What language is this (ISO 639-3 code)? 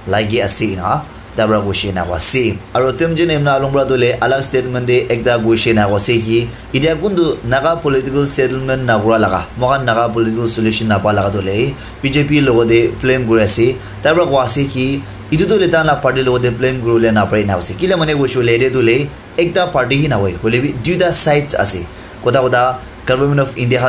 nag